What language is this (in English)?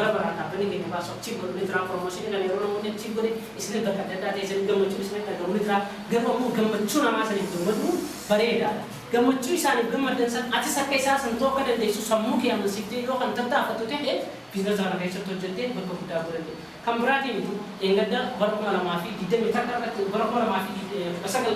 Oromo